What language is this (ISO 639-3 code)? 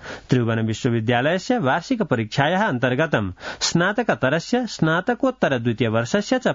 san